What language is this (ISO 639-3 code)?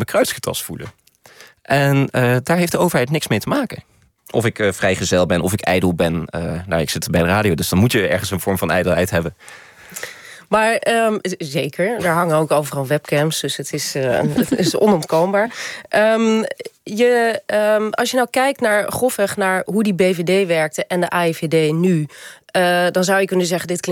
nld